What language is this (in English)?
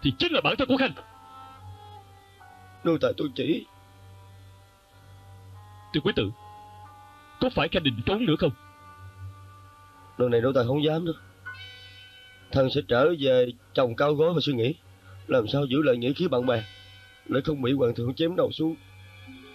Vietnamese